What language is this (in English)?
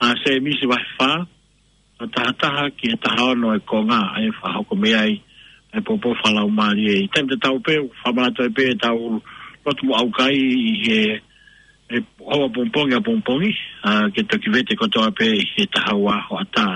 Tongan